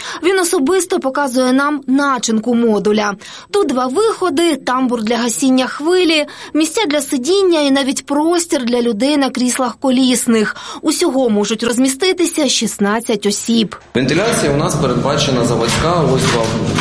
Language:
Ukrainian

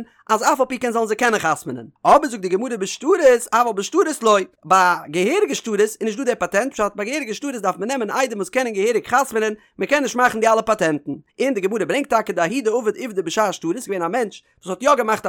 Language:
Yiddish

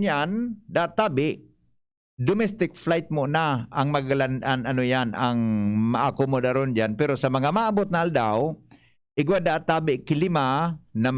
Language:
Bikol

